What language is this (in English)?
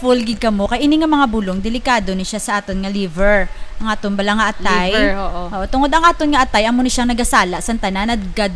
Hiligaynon